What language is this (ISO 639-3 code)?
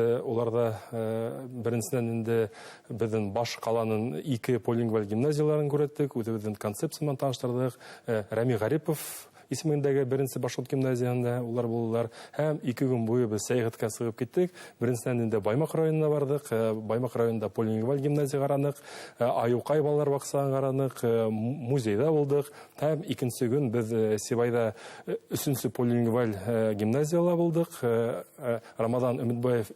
bak